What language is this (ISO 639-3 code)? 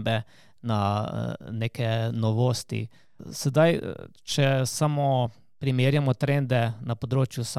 slv